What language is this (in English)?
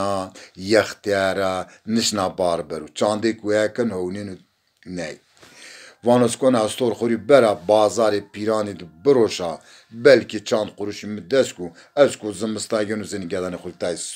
Zaza